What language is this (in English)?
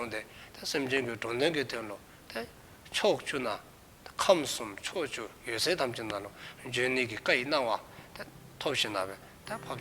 Dzongkha